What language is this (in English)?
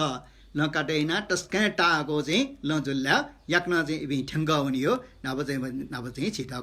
Newari